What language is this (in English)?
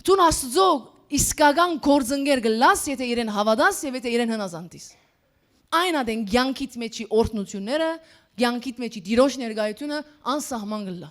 Western Armenian